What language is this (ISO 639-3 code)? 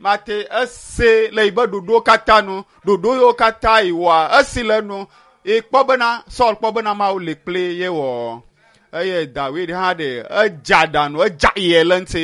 ewe